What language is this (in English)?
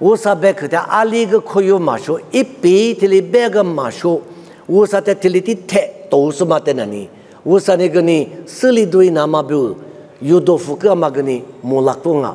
Lisu